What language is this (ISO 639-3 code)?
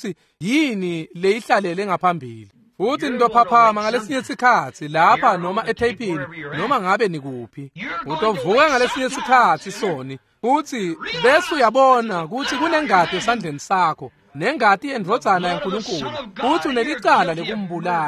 ssw